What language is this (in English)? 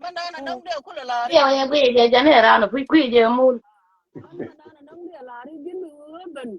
Nuer